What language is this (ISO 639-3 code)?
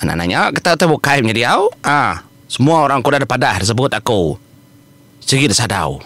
iba